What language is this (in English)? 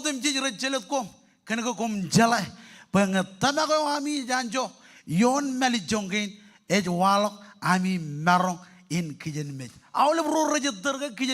Marshallese